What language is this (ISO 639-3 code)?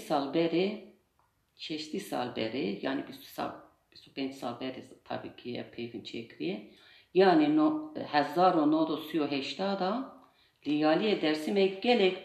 kur